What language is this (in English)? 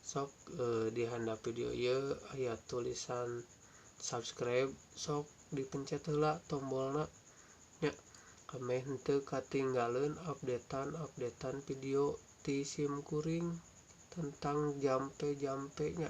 Sundanese